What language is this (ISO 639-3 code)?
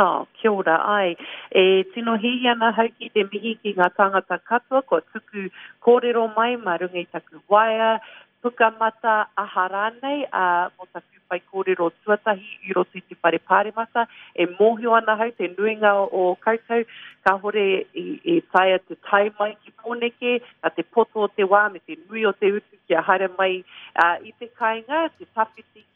mri